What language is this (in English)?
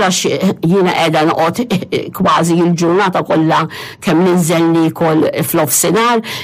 Maltese